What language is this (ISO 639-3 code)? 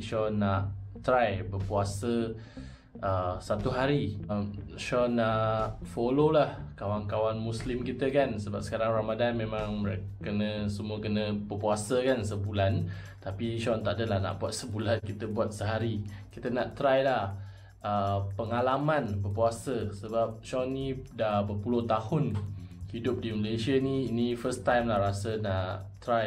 msa